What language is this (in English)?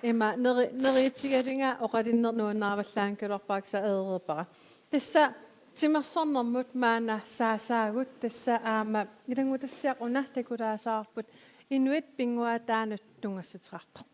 Kalaallisut